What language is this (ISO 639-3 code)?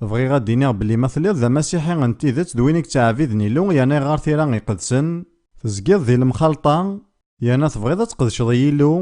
kab